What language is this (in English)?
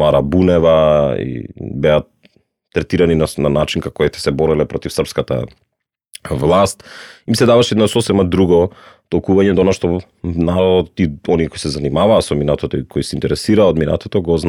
Macedonian